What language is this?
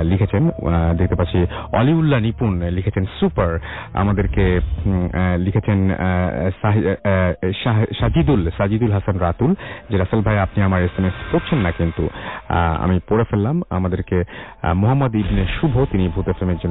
Bangla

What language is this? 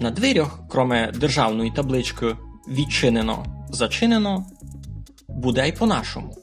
Rusyn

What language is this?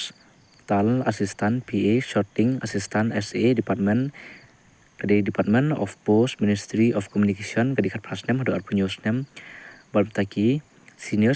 Khasi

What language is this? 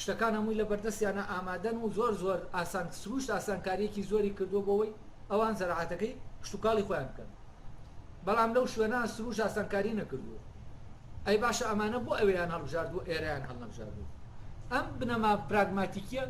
Central Kurdish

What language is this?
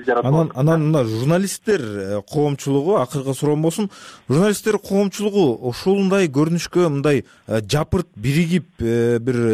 Kyrgyz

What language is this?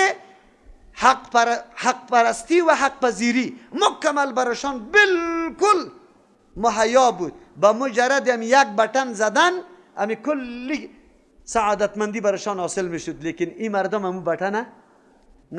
Persian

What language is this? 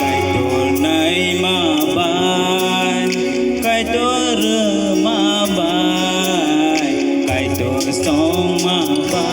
Kok Borok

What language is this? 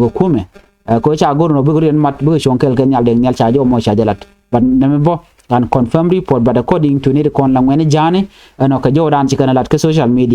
Nuer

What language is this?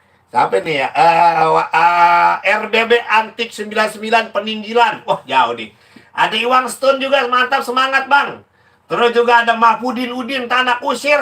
Betawi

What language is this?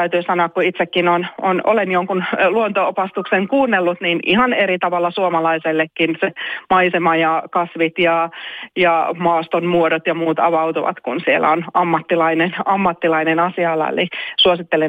Finnish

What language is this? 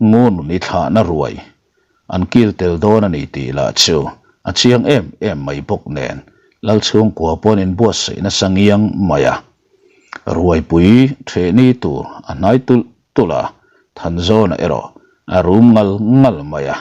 Mizo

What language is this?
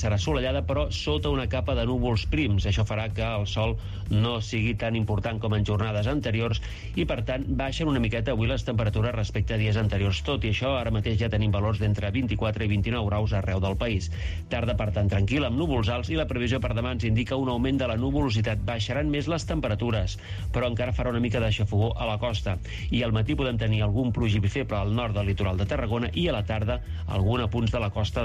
Catalan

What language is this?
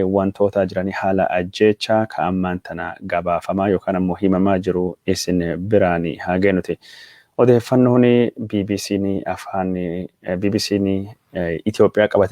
Oromo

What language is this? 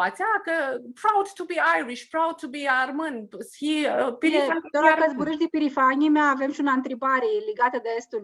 Aromanian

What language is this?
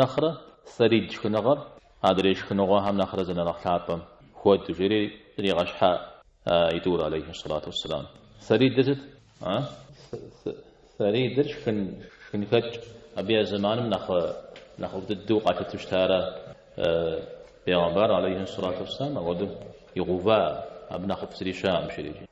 Kabardian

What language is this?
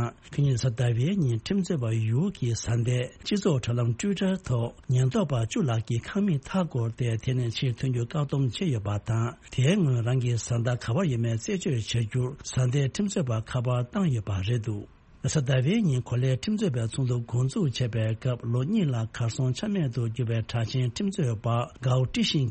Tibetan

